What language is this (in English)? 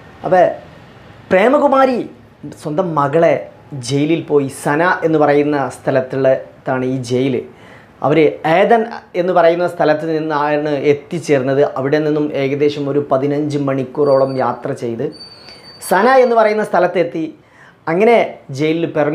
Malayalam